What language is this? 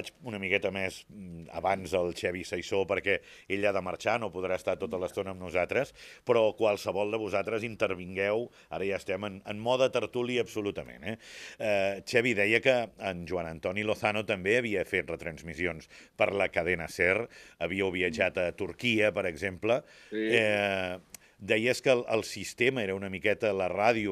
Catalan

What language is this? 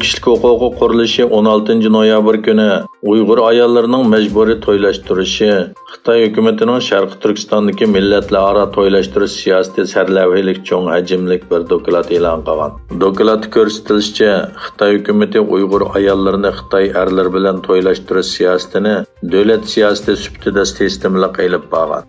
Uyghur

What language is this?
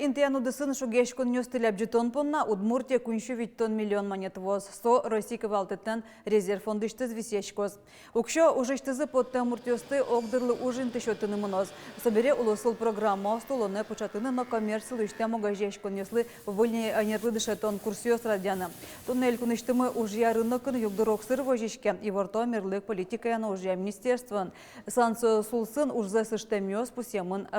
Udmurt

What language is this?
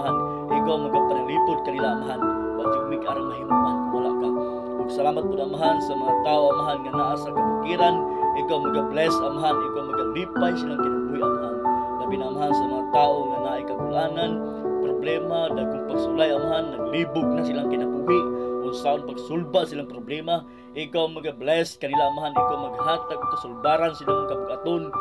Cebuano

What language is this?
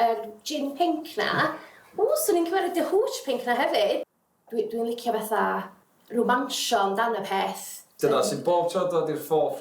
Welsh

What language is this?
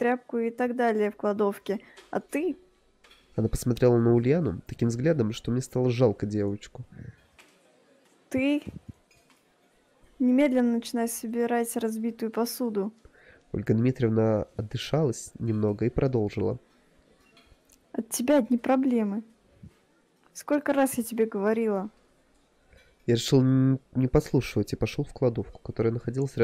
Russian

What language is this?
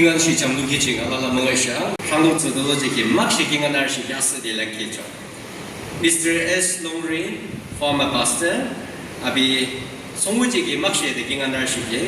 Naga Pidgin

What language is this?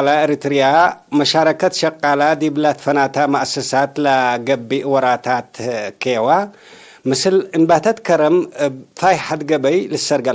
Tigre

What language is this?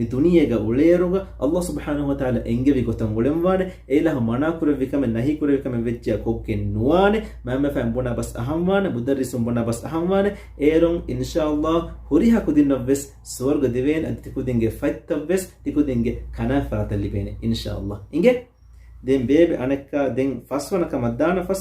Divehi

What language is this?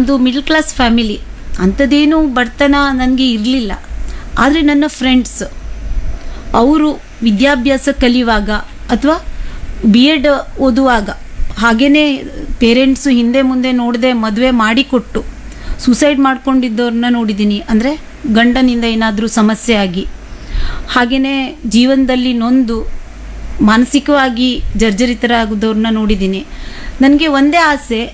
Kannada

